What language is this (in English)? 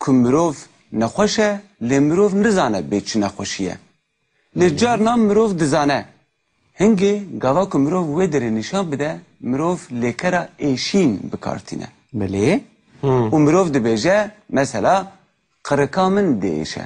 Kurdish